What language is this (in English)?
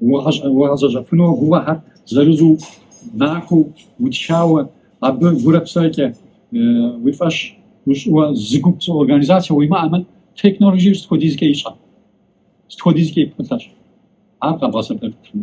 Kabardian